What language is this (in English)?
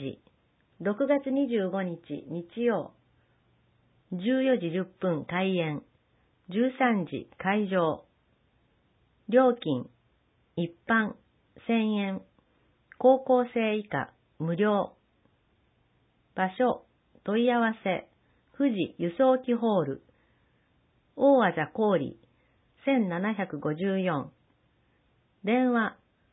Japanese